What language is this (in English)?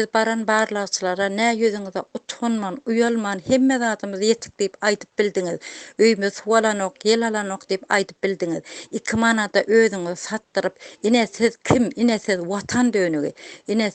Turkmen